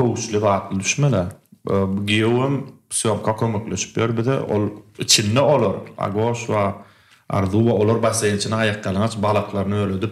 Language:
Turkmen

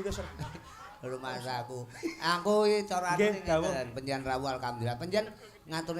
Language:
Javanese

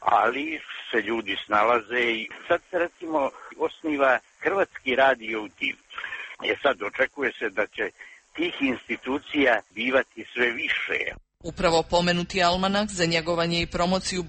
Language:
Croatian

